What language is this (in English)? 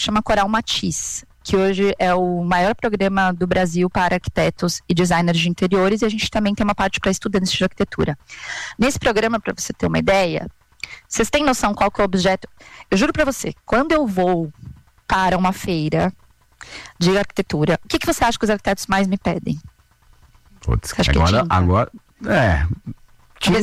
Portuguese